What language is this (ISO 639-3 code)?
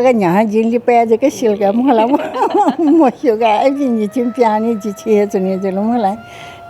new